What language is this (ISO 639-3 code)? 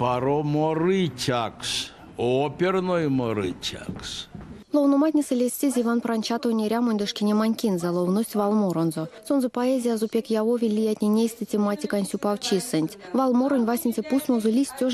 myv